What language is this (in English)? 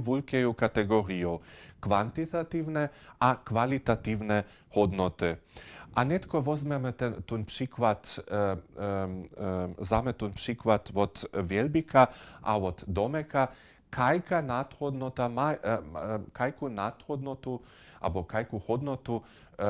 Upper Sorbian